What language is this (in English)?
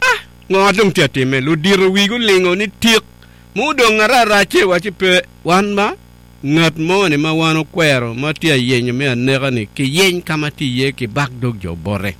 Acoli